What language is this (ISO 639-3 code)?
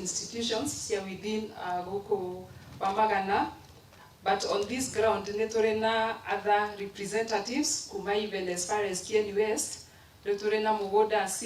kik